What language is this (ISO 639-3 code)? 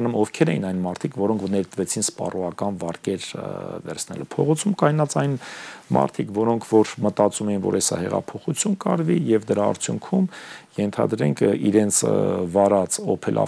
hye